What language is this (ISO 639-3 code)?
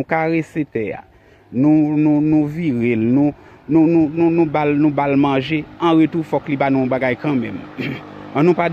hat